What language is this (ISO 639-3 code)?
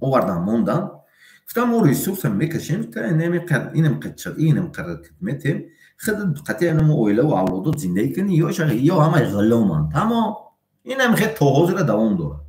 tgk